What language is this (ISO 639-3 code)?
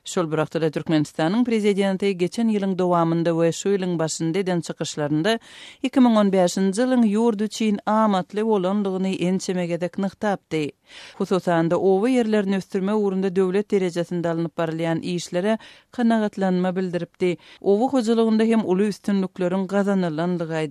tuk